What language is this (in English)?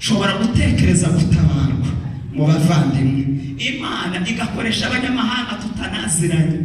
Kinyarwanda